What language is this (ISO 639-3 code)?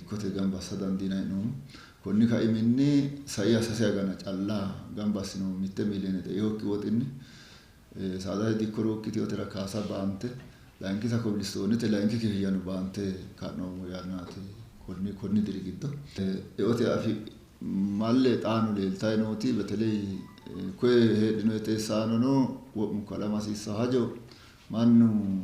sid